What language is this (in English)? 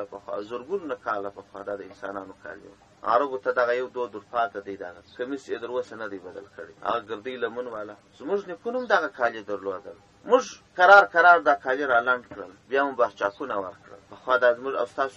Pashto